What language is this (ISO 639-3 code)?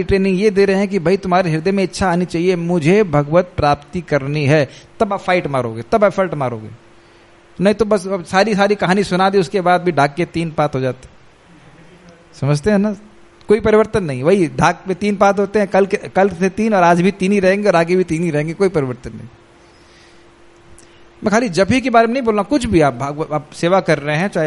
hin